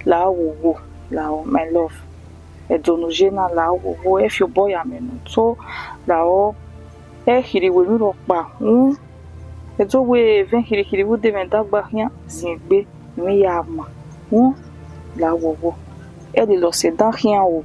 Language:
Bini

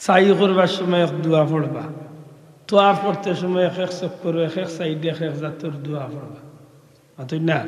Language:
Sylheti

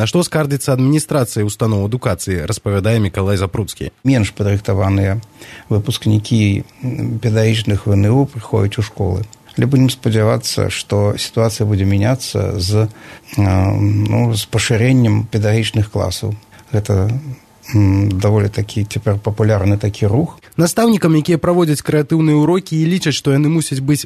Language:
Belarusian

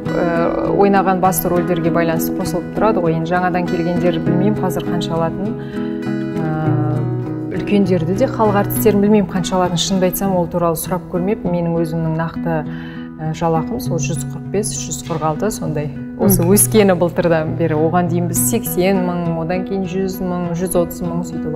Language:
Kazakh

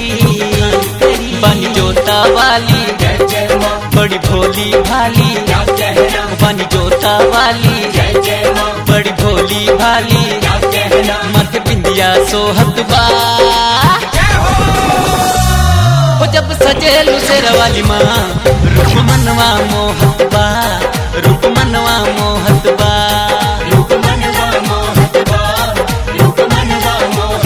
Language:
Bhojpuri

